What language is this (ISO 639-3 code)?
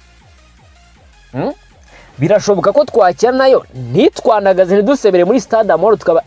kin